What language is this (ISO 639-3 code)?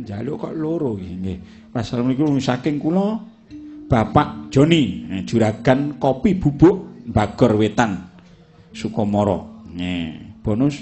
jav